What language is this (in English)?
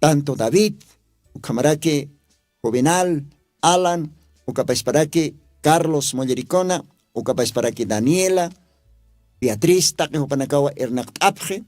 Aymara